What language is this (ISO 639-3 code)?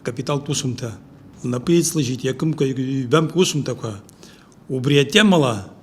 abk